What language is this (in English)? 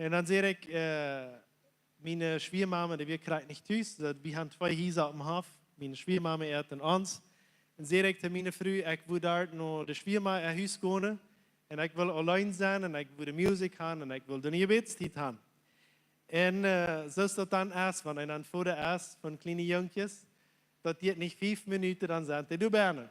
Plautdietsch